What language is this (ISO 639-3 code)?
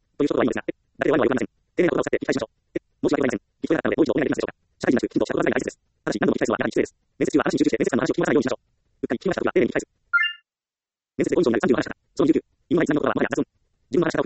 jpn